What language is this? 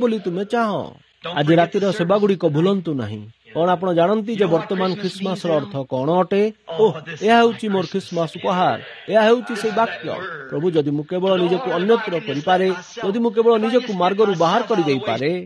Odia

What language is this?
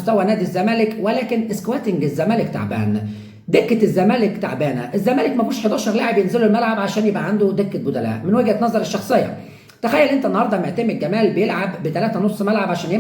Egyptian Arabic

